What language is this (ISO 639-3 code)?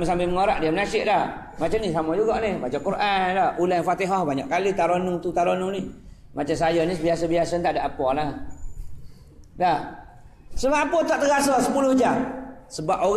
msa